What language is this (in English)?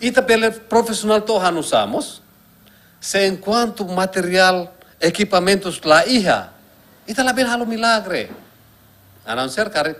Tetum